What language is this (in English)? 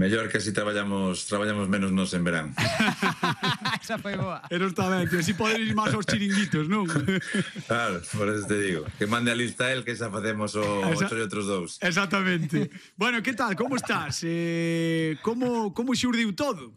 Galician